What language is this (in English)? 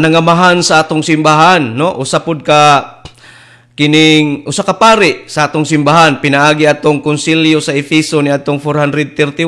Cebuano